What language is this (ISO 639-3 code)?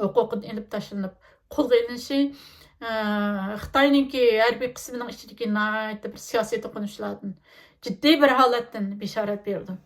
uig